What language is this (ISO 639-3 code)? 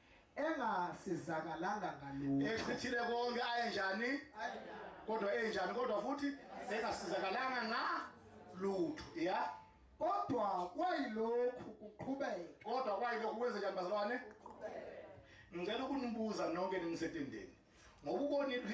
zul